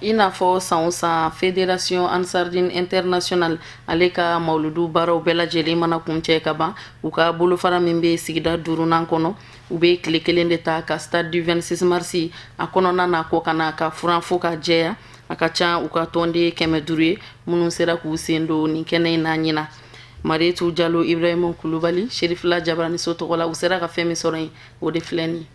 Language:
Bambara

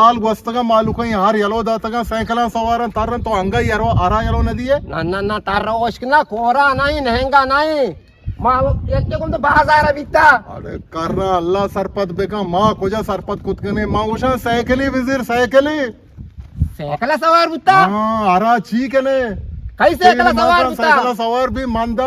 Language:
Eastern Balochi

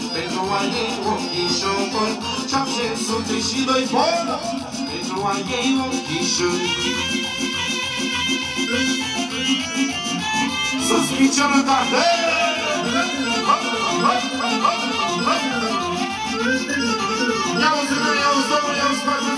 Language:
Romanian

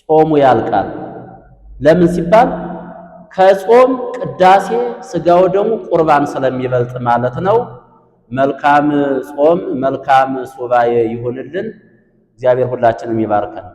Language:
Amharic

